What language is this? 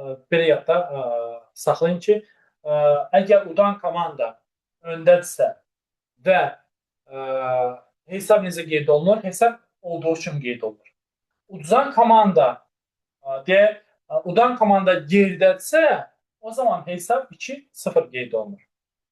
Azerbaijani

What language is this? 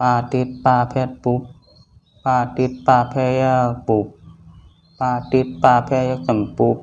Shan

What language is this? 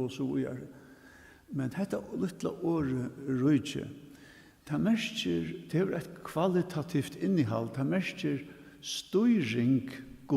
Faroese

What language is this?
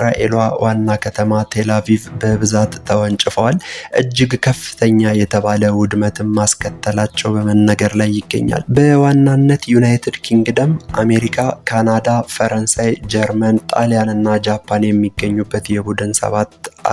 Amharic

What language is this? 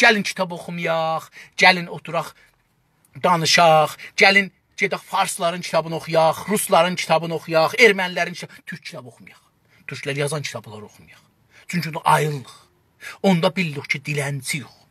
South Azerbaijani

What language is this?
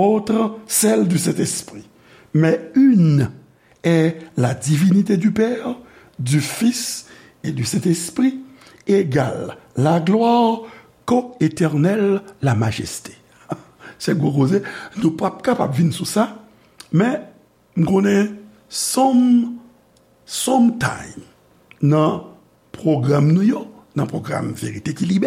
Haitian Creole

